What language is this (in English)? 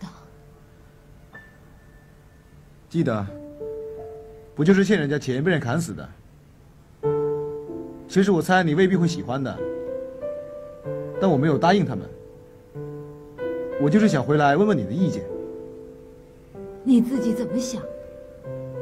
Chinese